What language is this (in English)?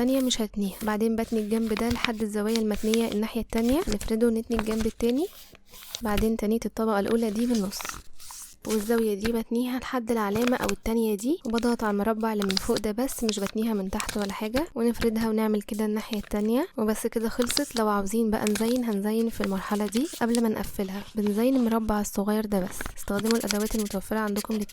Egyptian Arabic